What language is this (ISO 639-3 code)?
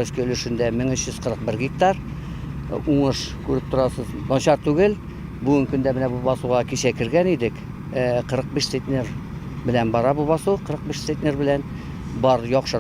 tat